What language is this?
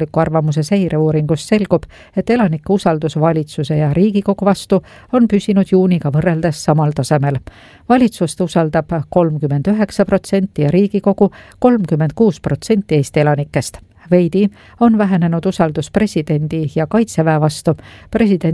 Estonian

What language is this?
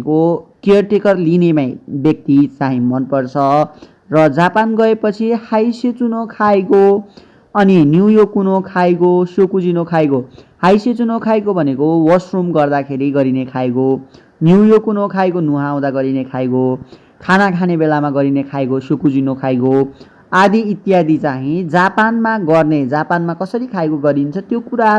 Nepali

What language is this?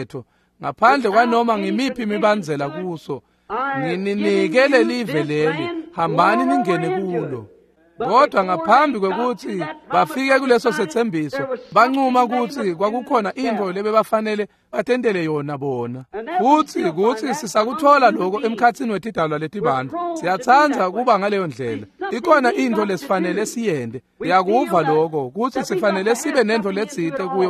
Swati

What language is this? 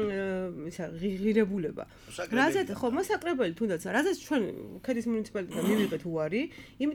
Georgian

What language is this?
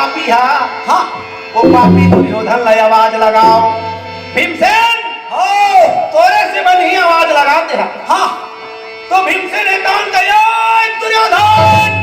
Chhattisgarhi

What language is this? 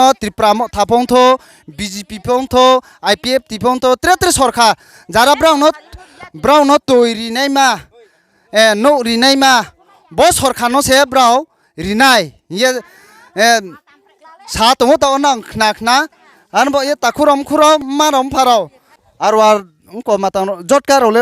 Riang (India)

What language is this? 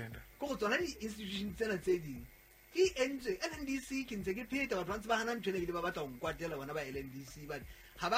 Southern Sotho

